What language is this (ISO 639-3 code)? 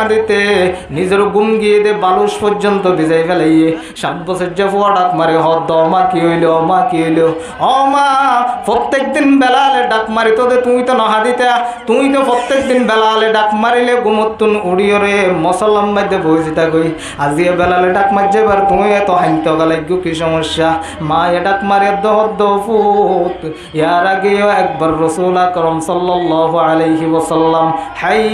rhg